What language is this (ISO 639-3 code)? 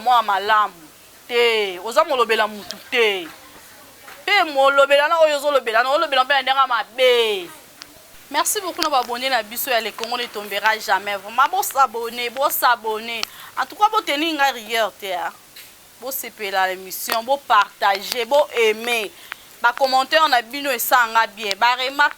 lin